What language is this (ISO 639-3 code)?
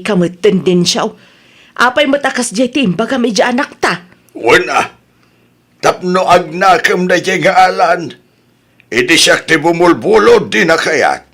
ilo